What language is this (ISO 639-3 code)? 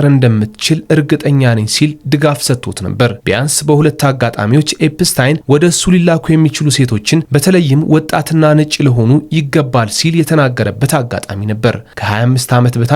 amh